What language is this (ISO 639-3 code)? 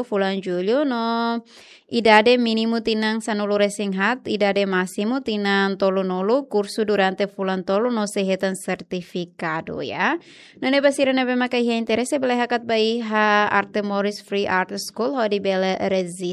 tet